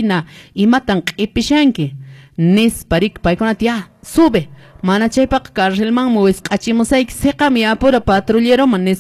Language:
Quechua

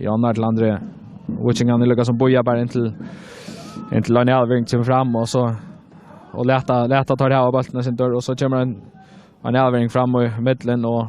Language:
Faroese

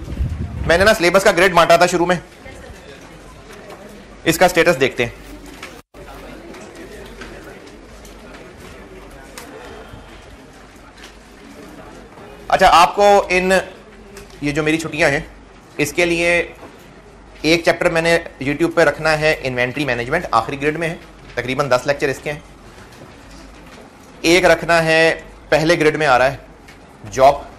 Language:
Hindi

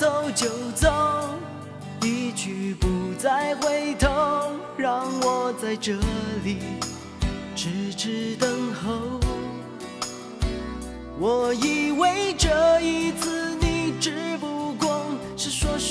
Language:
Chinese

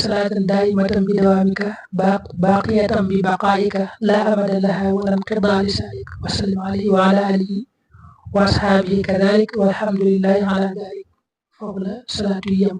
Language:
Wolof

